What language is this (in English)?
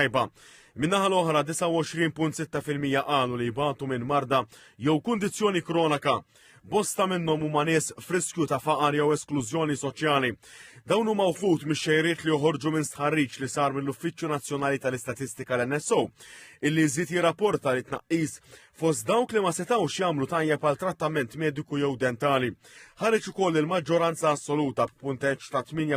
Maltese